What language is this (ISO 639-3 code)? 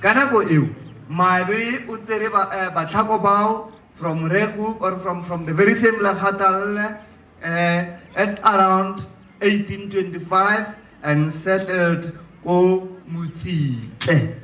tsn